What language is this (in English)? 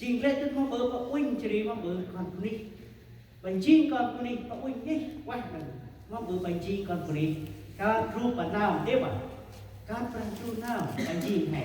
Central Mnong